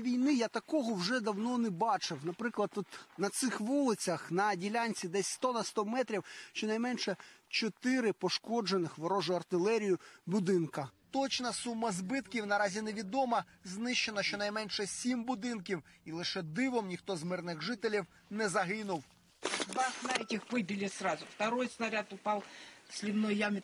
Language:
Ukrainian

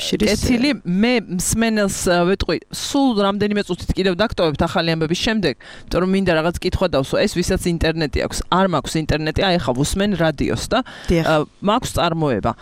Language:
Georgian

